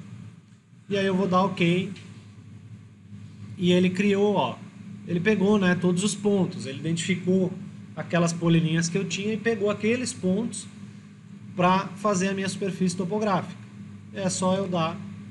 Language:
Portuguese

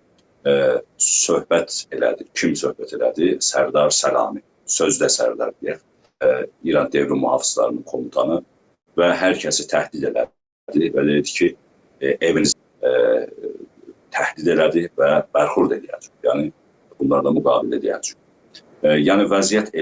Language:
South Azerbaijani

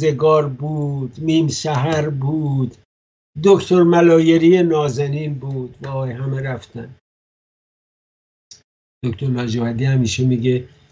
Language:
Persian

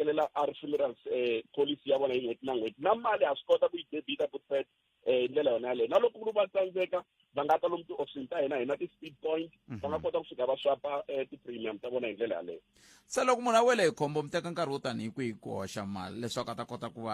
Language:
Tsonga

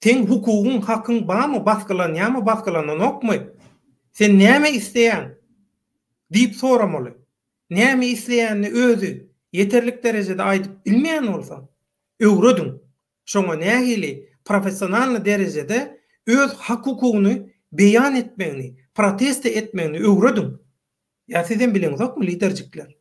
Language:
Turkmen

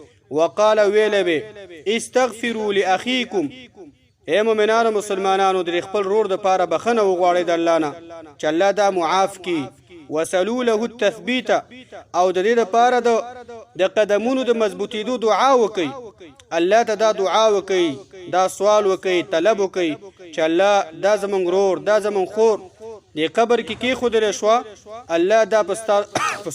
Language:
Pashto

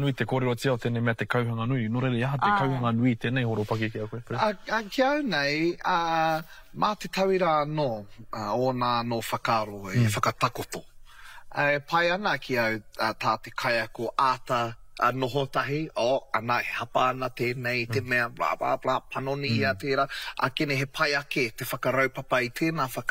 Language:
Māori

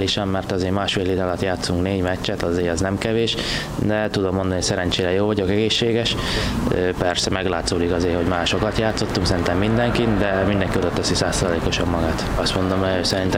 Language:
Hungarian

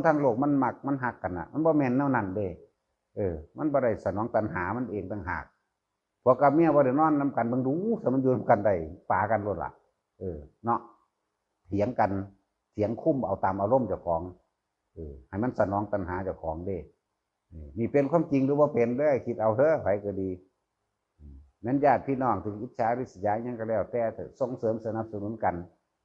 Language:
Northeastern Thai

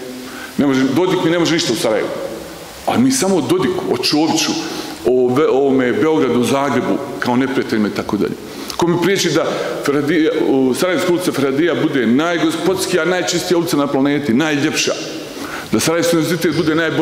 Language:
Bosnian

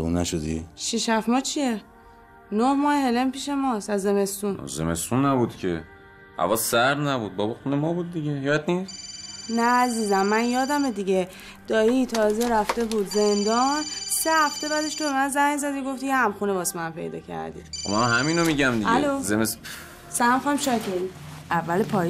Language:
Persian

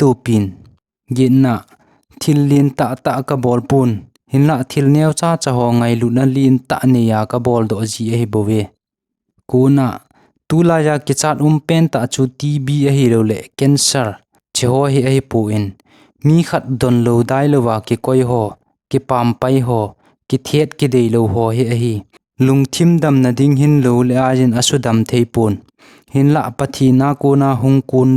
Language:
Thado Chin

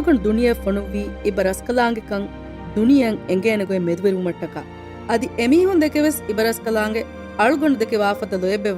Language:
Divehi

